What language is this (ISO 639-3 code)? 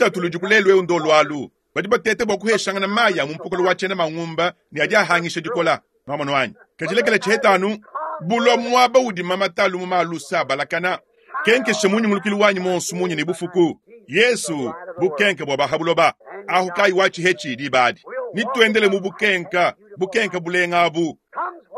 lua